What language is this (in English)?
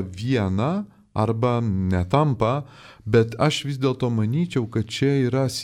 Lithuanian